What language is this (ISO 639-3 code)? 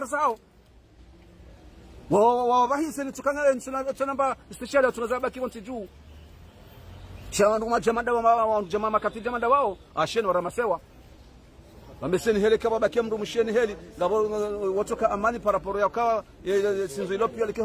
swa